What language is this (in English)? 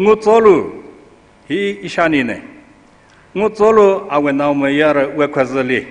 Tangkhul Naga (India)